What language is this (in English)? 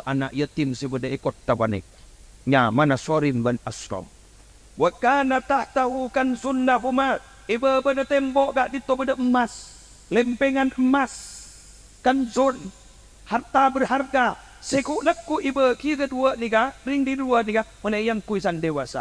Madurese